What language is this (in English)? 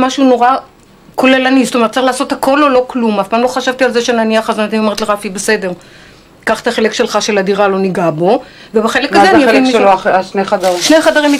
Hebrew